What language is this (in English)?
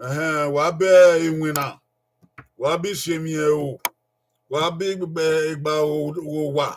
Bini